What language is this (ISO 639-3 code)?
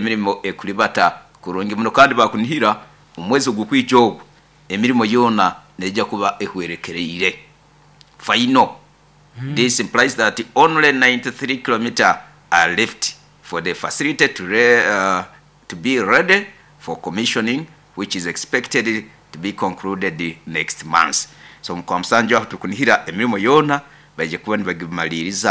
nyo